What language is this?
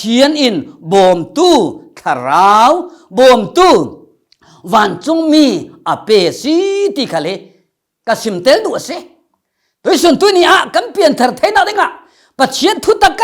Falam Chin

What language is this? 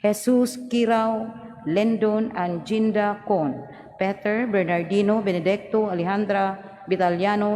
Cebuano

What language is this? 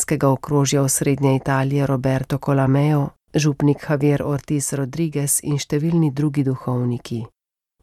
Slovenian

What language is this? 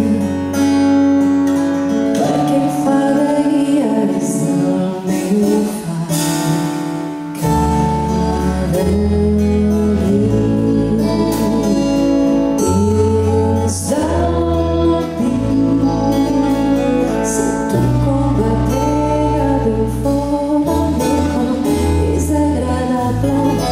Catalan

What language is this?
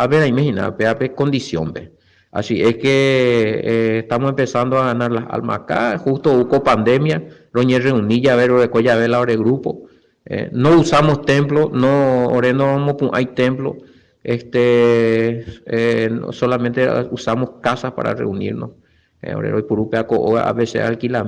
Guarani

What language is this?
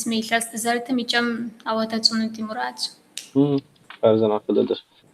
Kabardian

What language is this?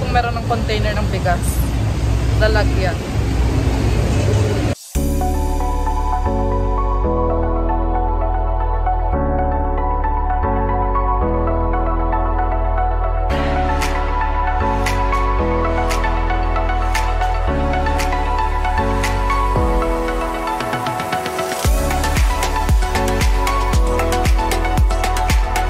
Filipino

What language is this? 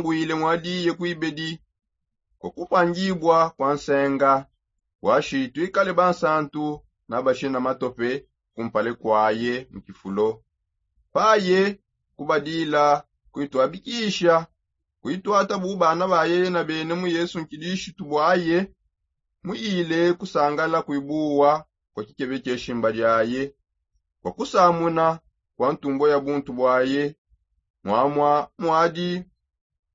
Songe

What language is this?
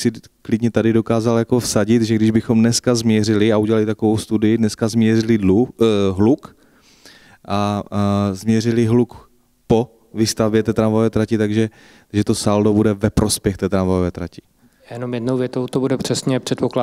Czech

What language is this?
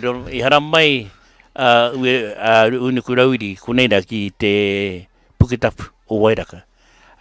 Māori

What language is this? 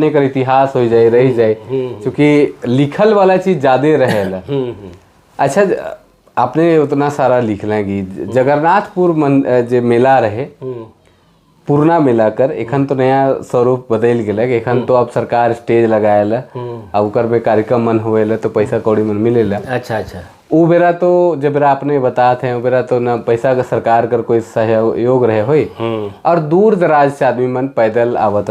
Sadri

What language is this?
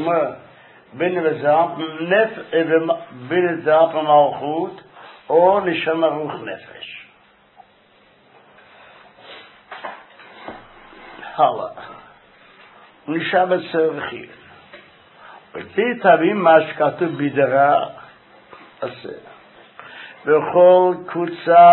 Hebrew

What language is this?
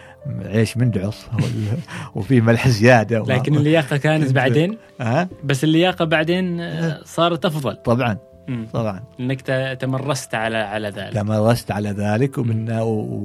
Gulf Arabic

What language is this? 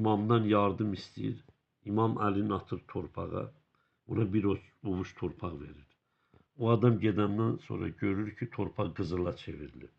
Azerbaijani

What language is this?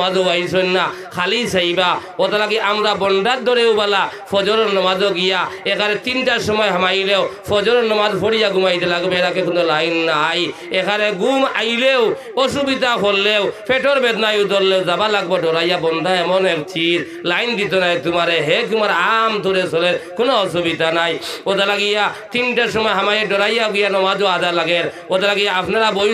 Sylheti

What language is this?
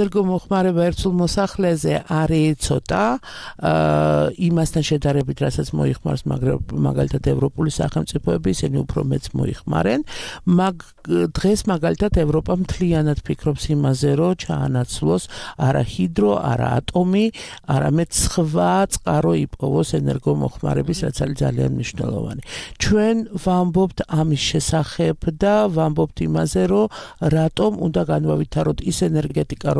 Georgian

